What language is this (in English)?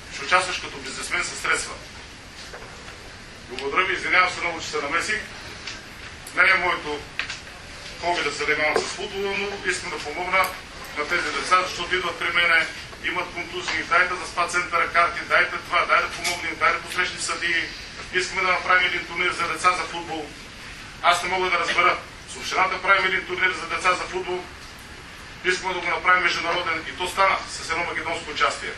Bulgarian